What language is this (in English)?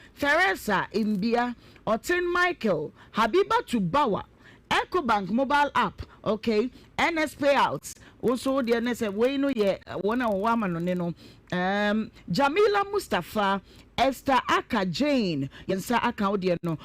Akan